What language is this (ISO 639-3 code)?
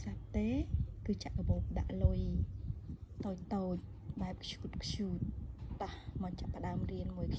khm